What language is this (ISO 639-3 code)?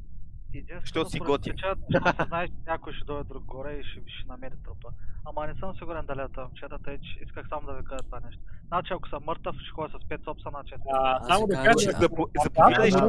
bul